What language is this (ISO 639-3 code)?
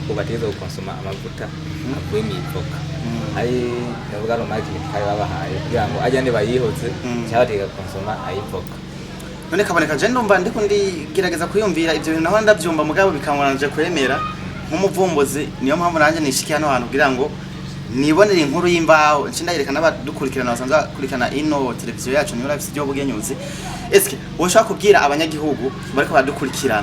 run